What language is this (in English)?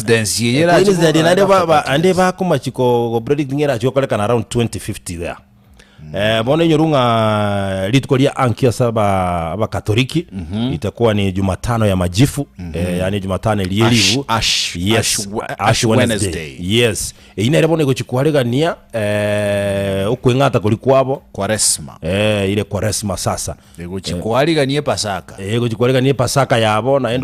Gusii